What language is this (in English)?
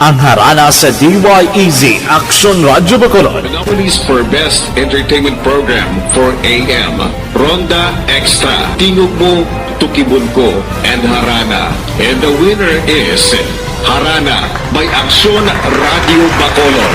Hiligaynon